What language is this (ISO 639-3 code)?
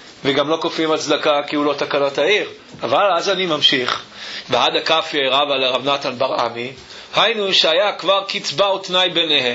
heb